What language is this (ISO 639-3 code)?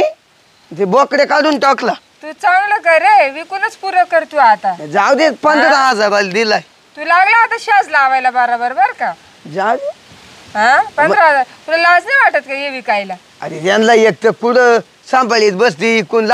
mar